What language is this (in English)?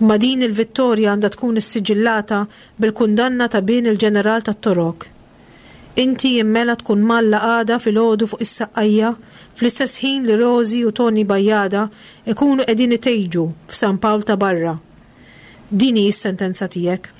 Maltese